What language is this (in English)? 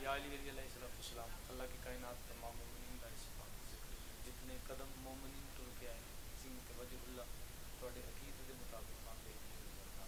Pahari-Potwari